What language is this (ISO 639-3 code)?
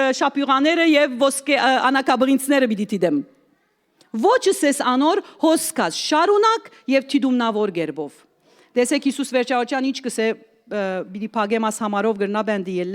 hyw